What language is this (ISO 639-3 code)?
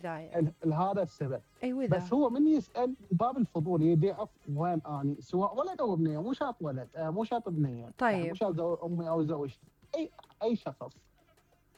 acm